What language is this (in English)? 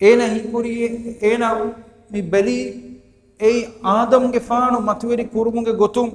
Divehi